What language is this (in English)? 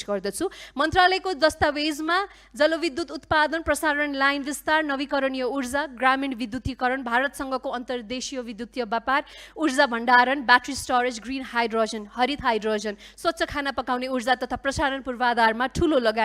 Nepali